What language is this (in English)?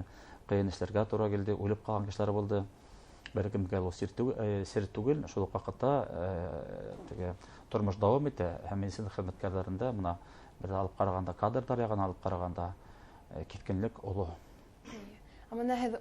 Bashkir